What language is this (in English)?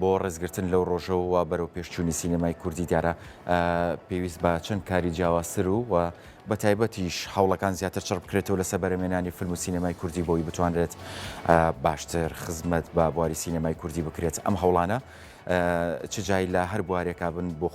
Central Kurdish